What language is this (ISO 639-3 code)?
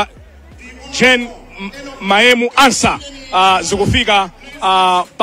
nya